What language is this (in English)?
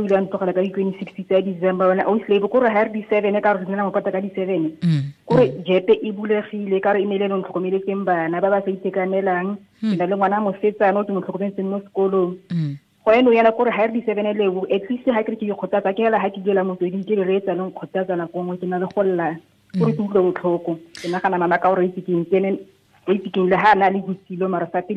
Tswana